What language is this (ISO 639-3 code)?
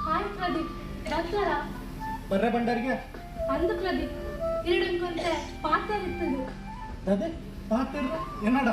tcy